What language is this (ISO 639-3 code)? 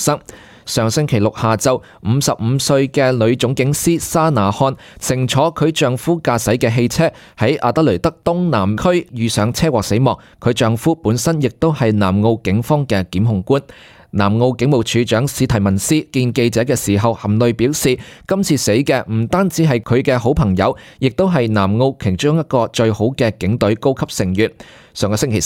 yue